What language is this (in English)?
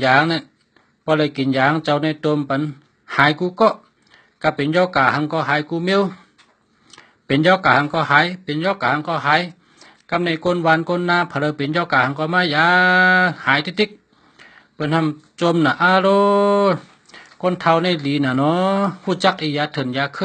Shan